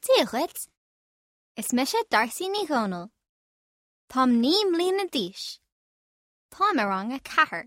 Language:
Irish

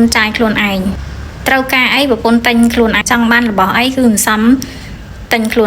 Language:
Khmer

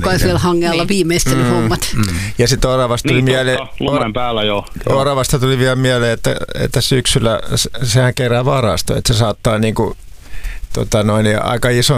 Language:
Finnish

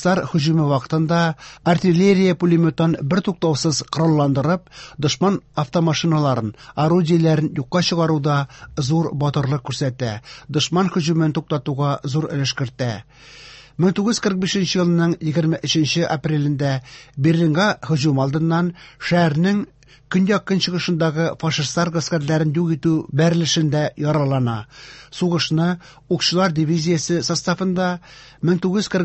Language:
Tatar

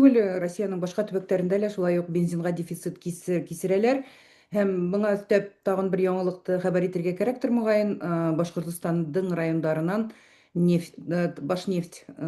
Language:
Bashkir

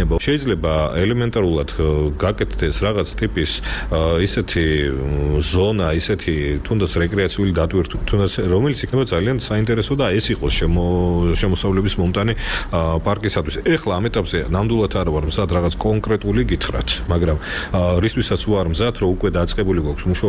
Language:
Georgian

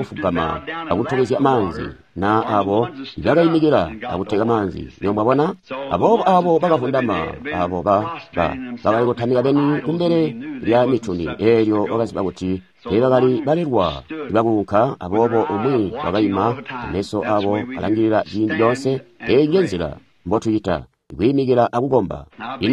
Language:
Tonga (Zambia)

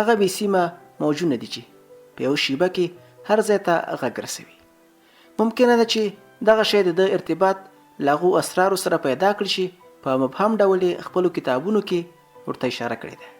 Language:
Pashto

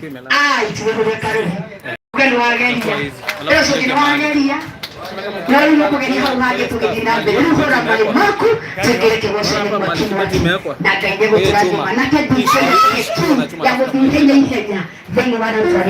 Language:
Kikuyu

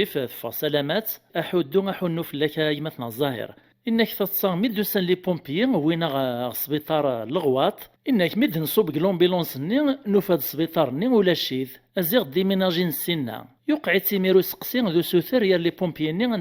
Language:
Kabyle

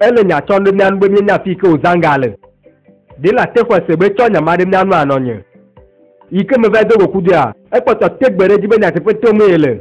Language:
Ewe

